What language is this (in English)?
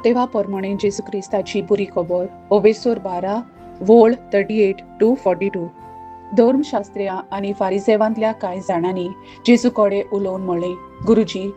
Konkani